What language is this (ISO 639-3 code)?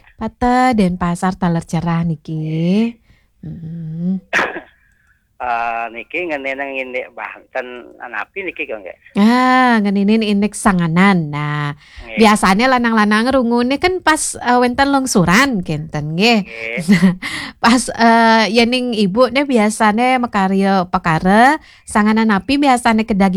ban